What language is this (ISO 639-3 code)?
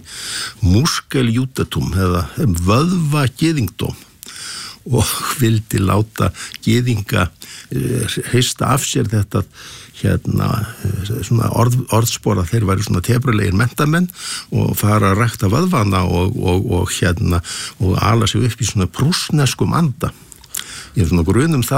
isl